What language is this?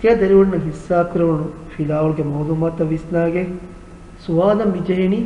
Divehi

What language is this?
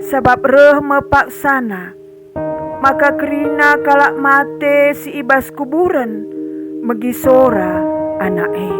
Batak Karo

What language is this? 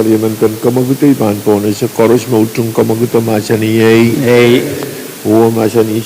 Pohnpeian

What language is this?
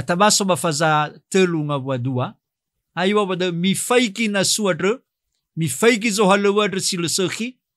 Nias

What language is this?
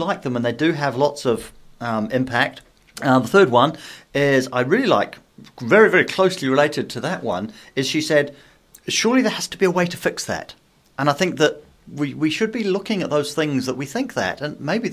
English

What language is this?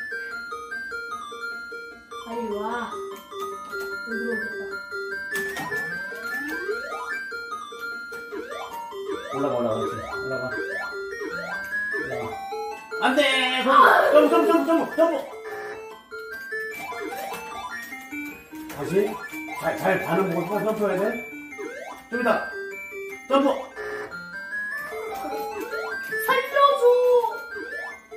Korean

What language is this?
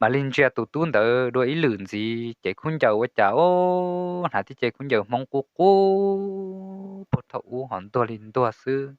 Hmong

